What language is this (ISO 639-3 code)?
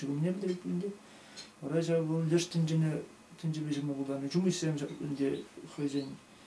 chv